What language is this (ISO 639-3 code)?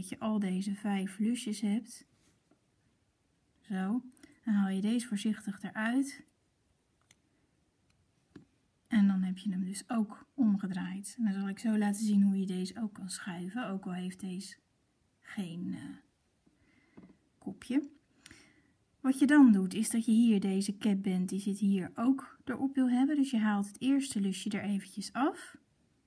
nld